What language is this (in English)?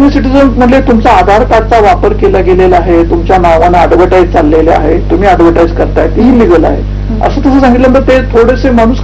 Marathi